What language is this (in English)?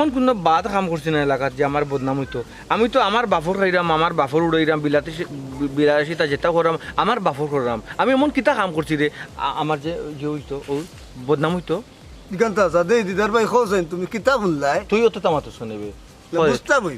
Sylheti